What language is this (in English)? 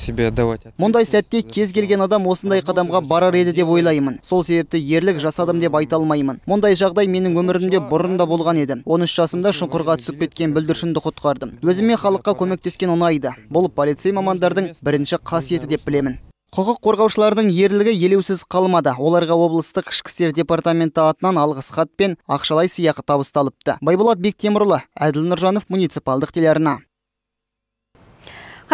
Kazakh